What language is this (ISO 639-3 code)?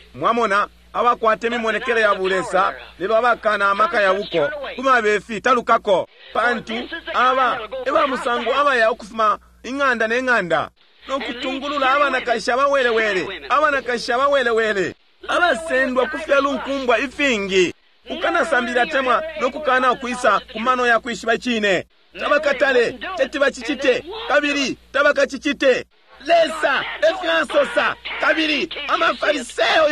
bem